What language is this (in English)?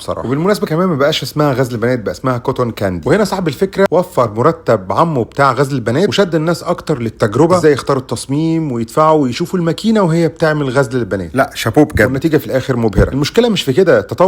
Egyptian Arabic